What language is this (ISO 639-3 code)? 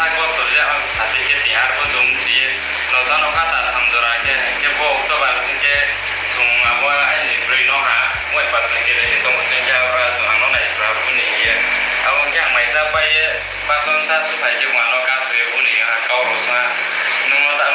ria